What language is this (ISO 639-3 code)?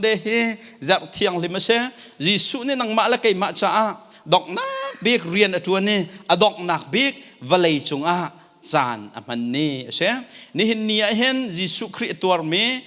cnh